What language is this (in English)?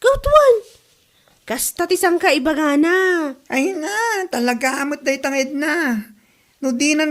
Iloko